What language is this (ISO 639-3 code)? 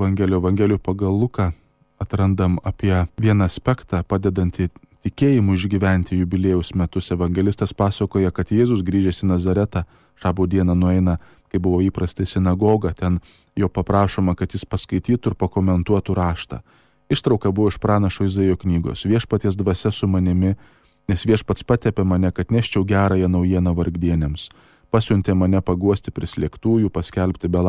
lit